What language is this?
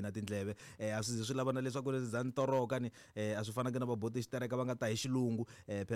Tsonga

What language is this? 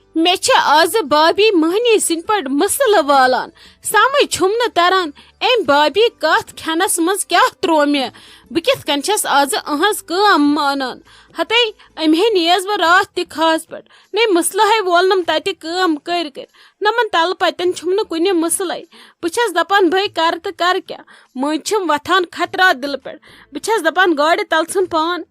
Kashmiri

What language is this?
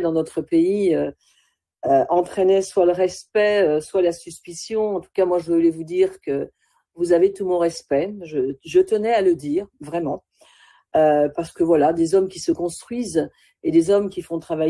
French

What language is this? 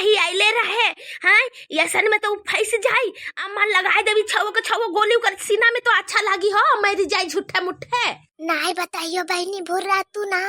Bhojpuri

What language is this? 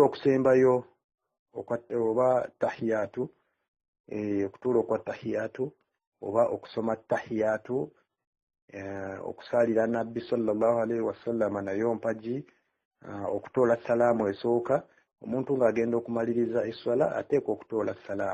Ganda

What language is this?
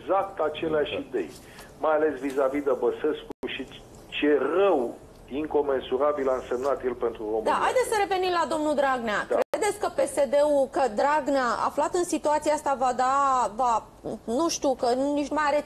Romanian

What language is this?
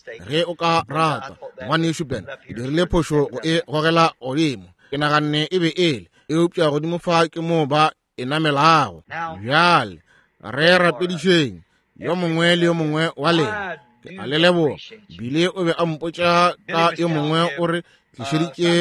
Northern Sotho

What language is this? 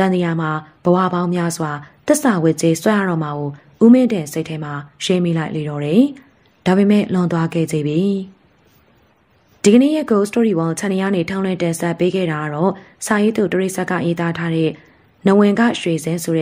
Burmese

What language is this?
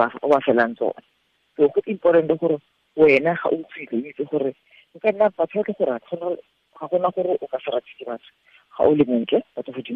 Tswana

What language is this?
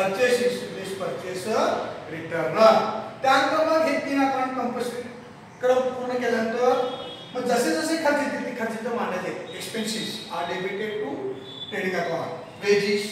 Marathi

